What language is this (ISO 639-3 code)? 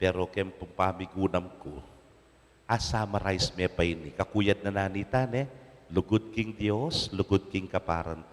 pam